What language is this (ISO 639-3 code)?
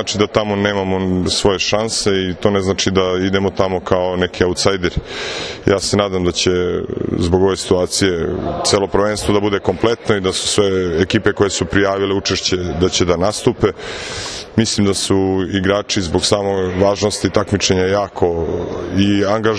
srp